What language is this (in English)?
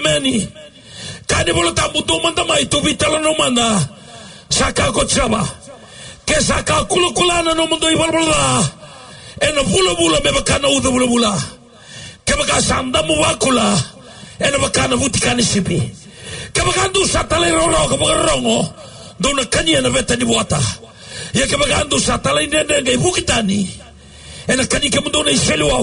Fijian